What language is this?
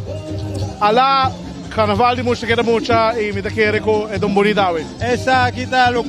Papiamento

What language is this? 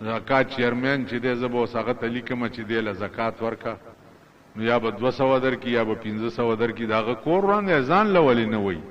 Pashto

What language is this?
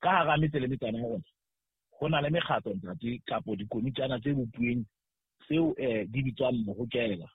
Southern Sotho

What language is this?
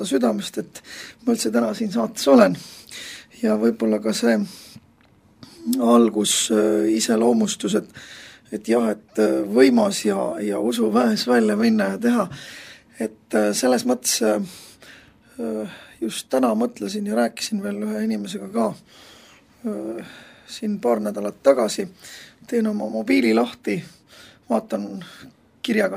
Estonian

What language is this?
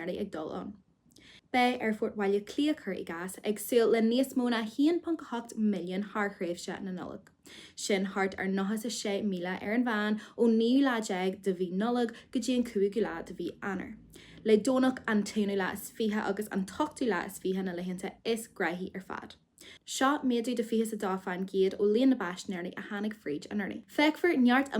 Irish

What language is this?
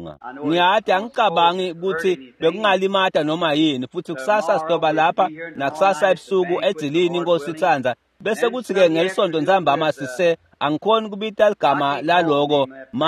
Swati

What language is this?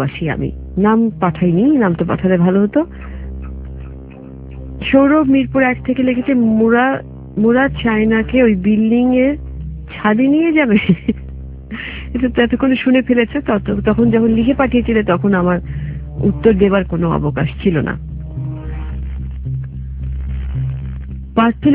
Bangla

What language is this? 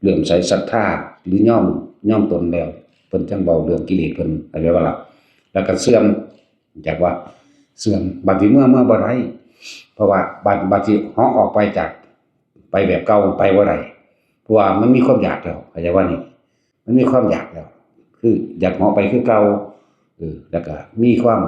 Northeastern Thai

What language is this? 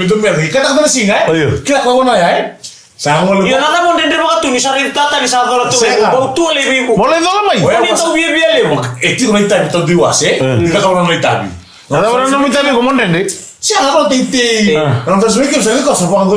Fijian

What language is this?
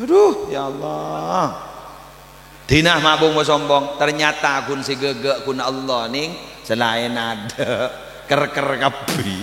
Madurese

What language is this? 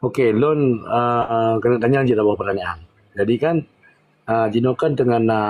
Achinese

